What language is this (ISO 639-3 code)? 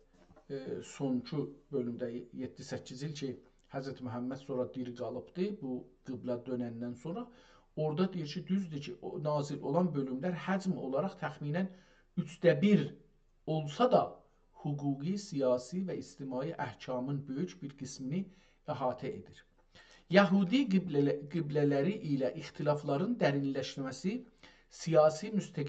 azb